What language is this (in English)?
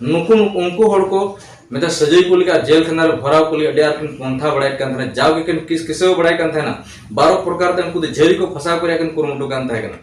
Santali